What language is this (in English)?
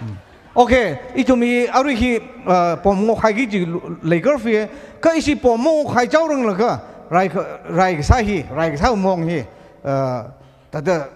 Tangkhul Naga (India)